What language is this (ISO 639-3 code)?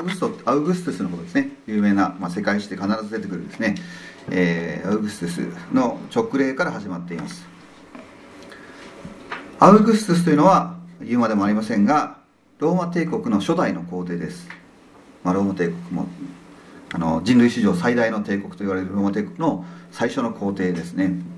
jpn